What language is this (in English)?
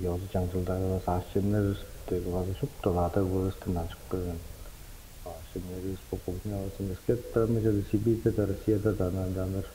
Tuvinian